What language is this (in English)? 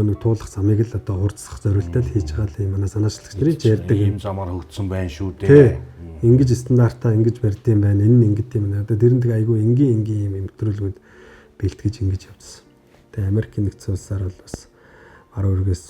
Mongolian